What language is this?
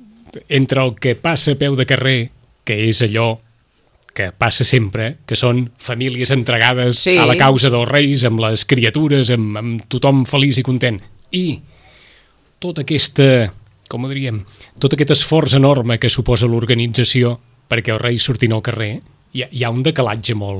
Catalan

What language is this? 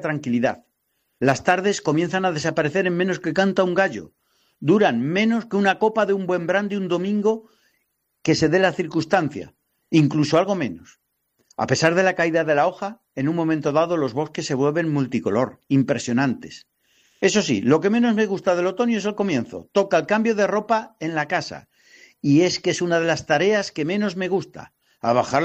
Spanish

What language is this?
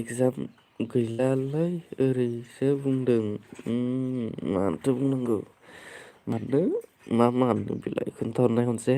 Bodo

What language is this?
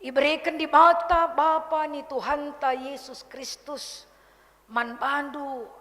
Batak Karo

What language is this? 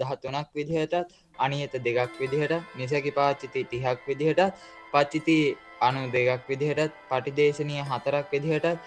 Sinhala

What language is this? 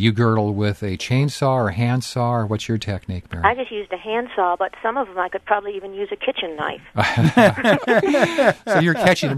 English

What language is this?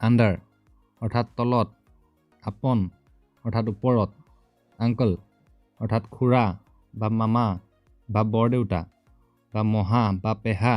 Assamese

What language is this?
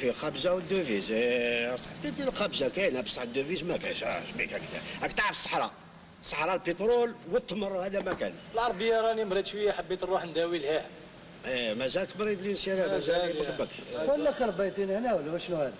Algerian Arabic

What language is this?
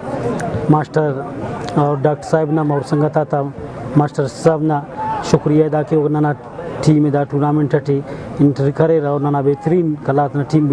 Brahui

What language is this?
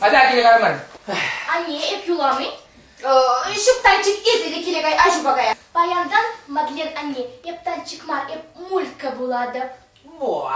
Chuvash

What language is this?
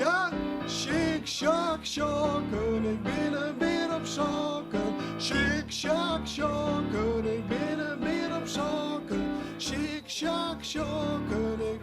Western Frisian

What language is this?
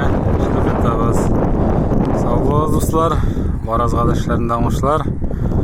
Tatar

